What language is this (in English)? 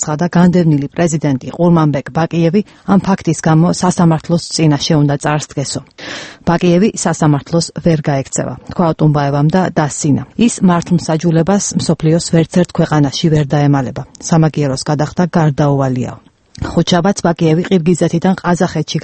Georgian